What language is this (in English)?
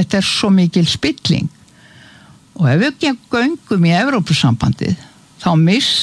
Icelandic